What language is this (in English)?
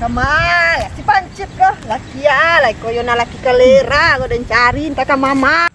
Minangkabau